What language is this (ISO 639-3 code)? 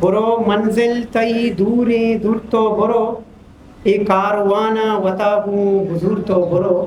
bgp